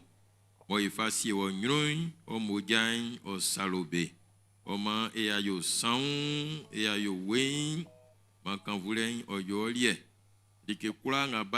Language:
Baoulé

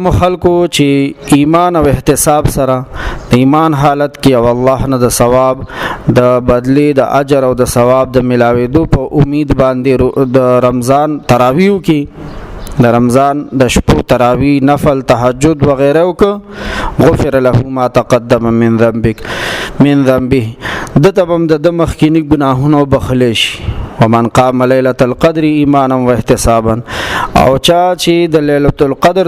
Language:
Pashto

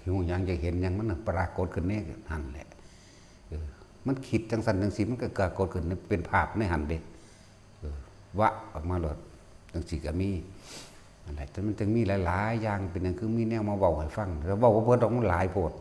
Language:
Northeastern Thai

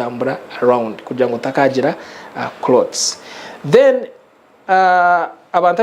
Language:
Nyankole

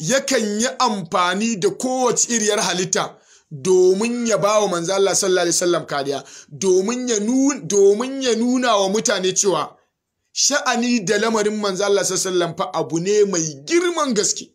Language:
Hausa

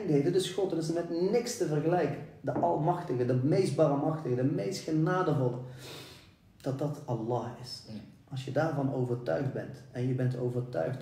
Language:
Dutch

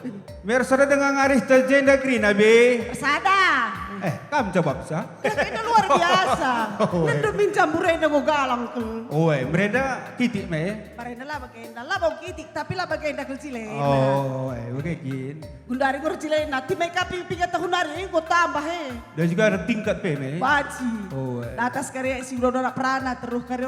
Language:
Batak Karo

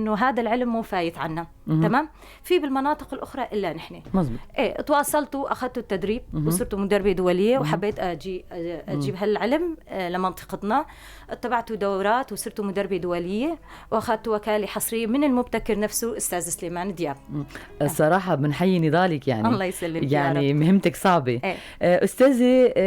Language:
North Levantine Arabic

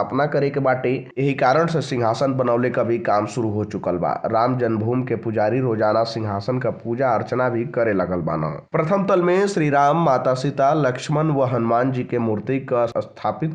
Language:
Bhojpuri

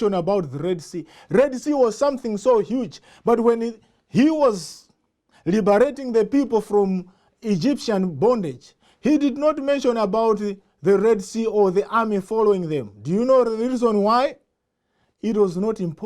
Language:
English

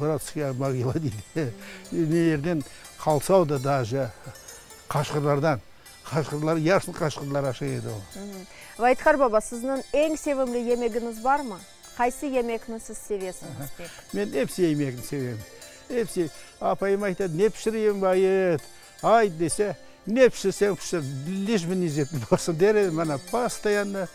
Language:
Crimean Tatar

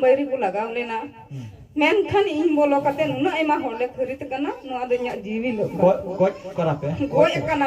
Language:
Santali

